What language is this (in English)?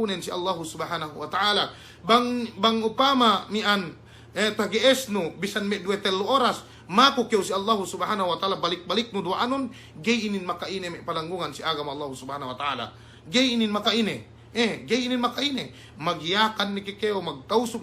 Yakan